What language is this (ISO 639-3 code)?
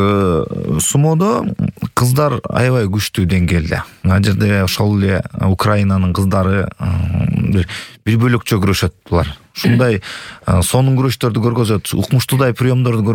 kir